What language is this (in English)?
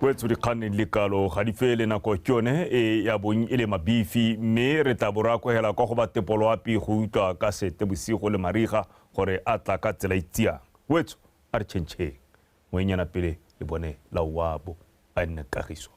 Tswana